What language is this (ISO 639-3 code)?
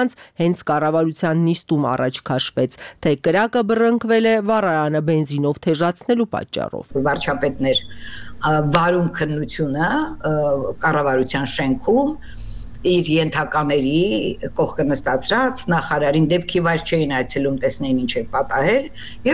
hye